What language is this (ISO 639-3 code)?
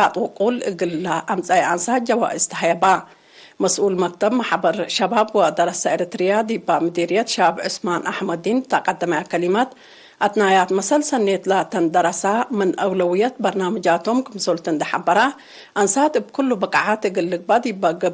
tig